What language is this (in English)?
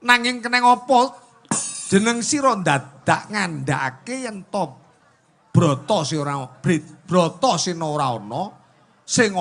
Javanese